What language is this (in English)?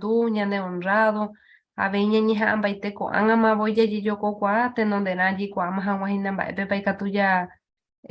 Guarani